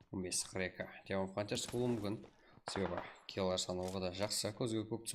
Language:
Kara-Kalpak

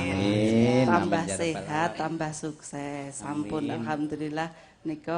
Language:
Javanese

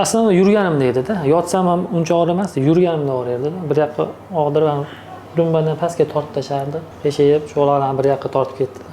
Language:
Uzbek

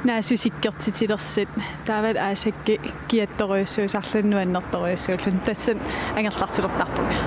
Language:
Kalaallisut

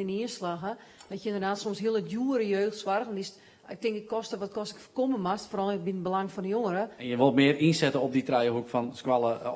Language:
Western Frisian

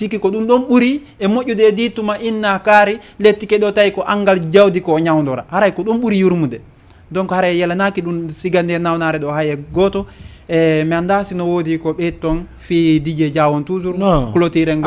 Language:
Fula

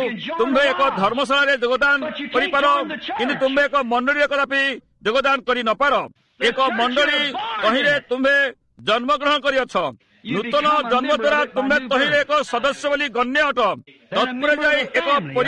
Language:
Odia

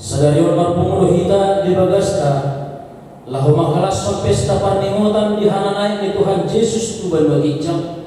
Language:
Batak Toba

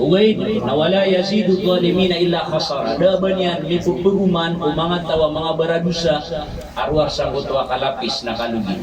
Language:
Maranao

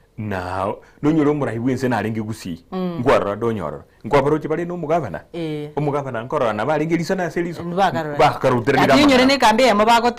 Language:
Gusii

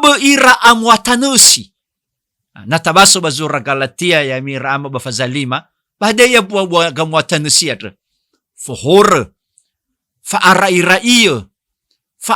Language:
Nias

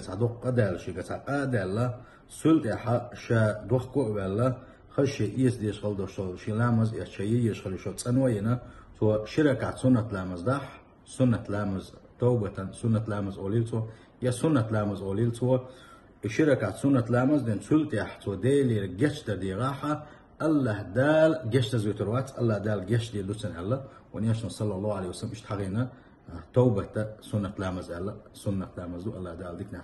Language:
Chechen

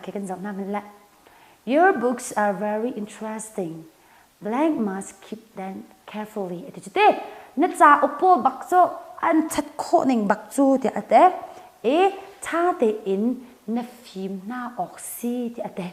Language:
Hakha Chin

